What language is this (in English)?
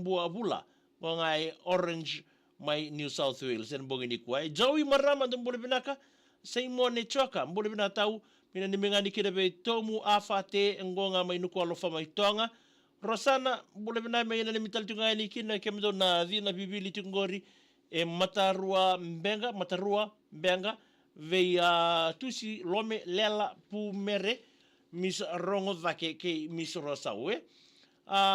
Fijian